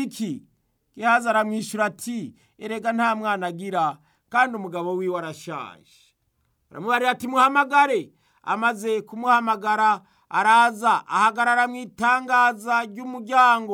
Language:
Rundi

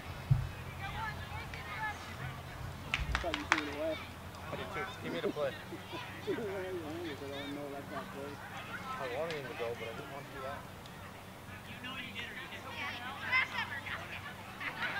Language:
English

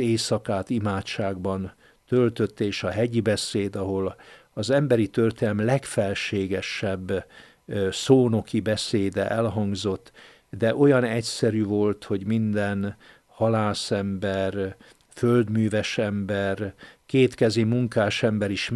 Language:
Hungarian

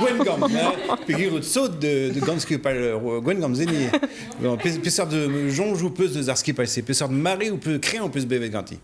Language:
Breton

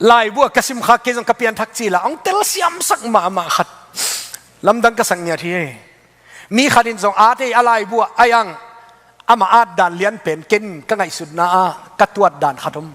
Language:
Tedim Chin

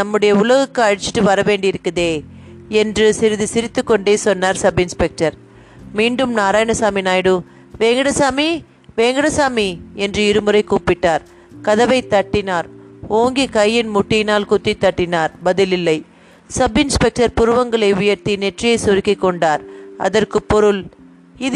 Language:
Tamil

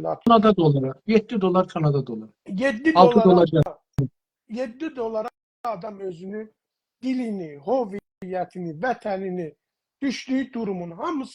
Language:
South Azerbaijani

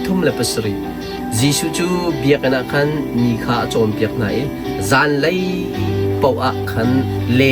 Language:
Hakha Chin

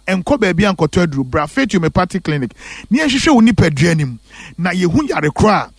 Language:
Akan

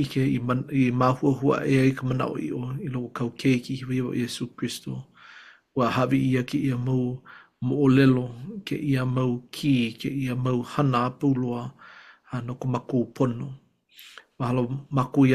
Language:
Hawaiian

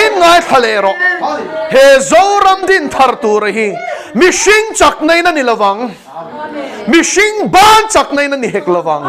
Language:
Mizo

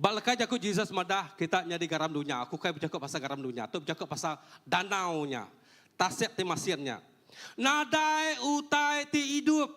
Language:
Iban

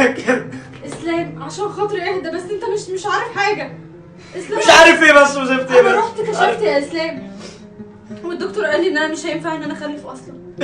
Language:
Egyptian Arabic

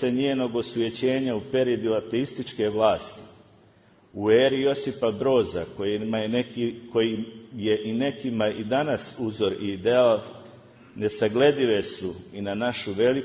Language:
Serbian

